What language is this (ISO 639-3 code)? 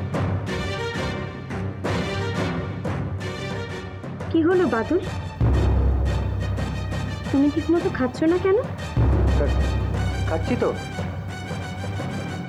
ben